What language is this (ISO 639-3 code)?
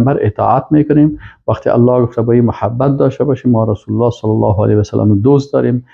fas